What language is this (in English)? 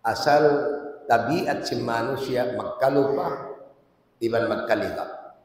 Tausug